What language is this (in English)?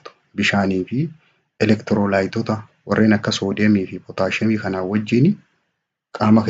Oromo